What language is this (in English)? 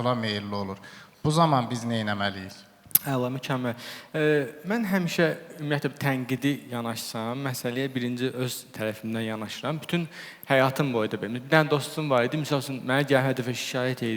Azerbaijani